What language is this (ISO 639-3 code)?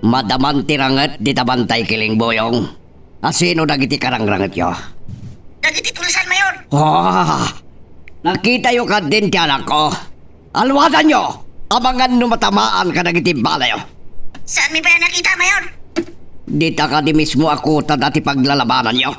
ilo